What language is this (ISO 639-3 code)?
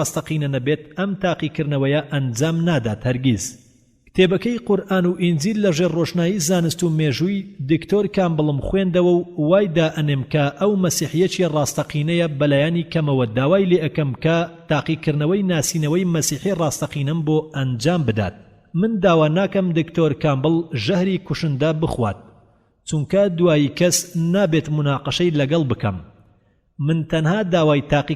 ckb